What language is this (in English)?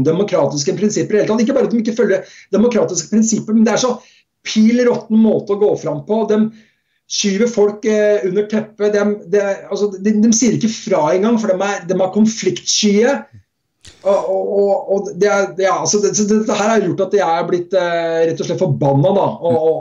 Norwegian